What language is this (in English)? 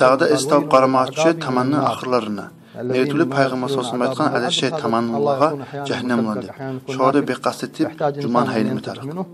Kumyk